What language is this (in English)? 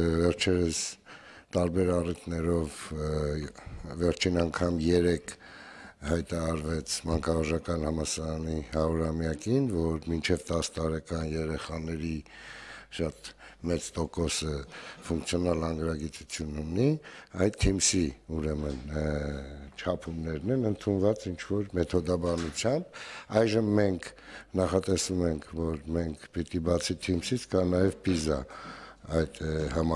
Armenian